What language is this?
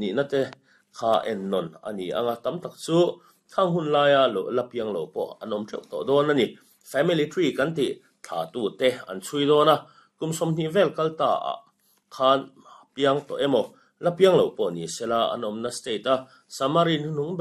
Mizo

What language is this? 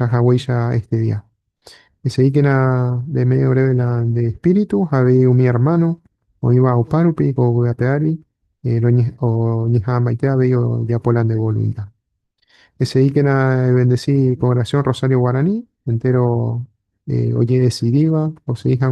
Guarani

